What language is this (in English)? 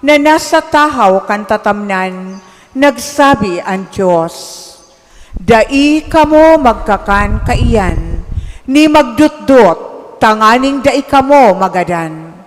Bikol